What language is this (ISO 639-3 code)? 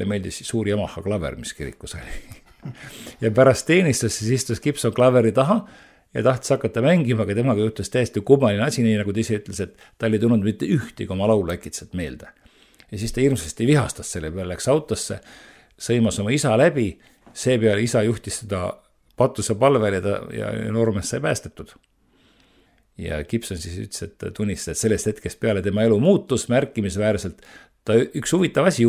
est